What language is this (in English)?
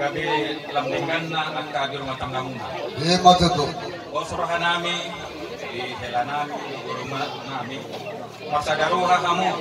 Batak Toba